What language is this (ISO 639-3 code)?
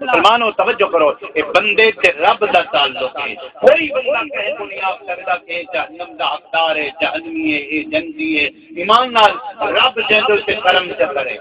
skr